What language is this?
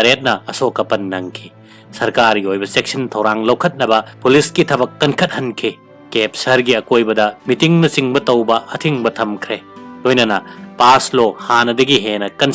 Manipuri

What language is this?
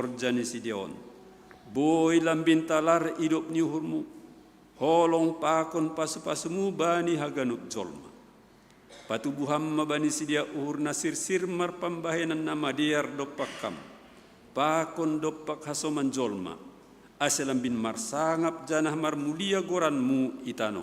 Batak Simalungun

